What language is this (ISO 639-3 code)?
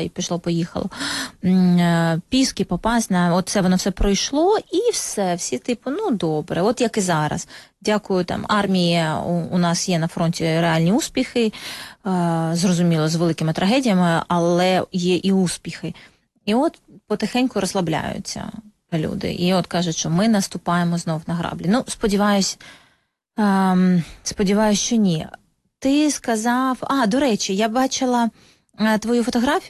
ukr